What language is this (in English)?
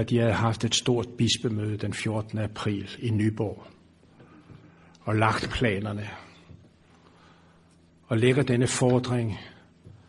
Danish